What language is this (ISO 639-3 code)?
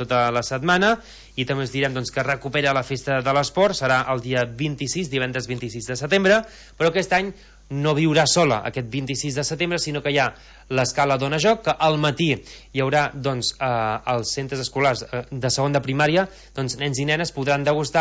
cat